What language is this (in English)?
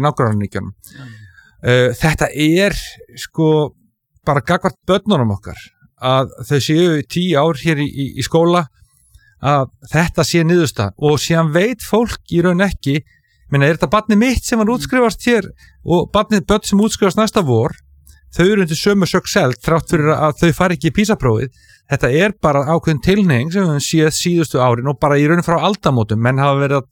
Icelandic